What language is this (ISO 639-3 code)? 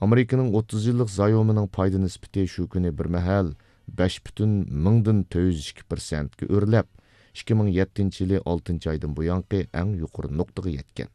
uig